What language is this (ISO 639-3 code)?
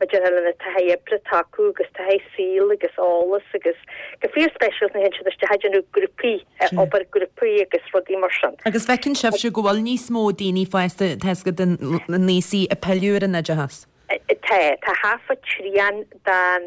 gle